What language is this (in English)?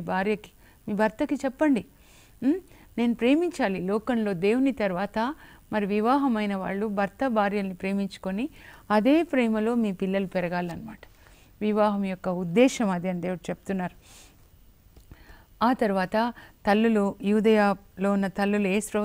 Telugu